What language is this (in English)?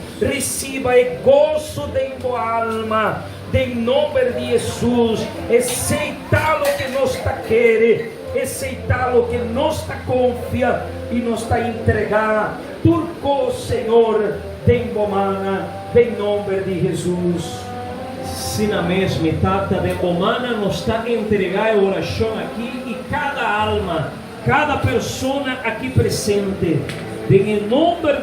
Papiamento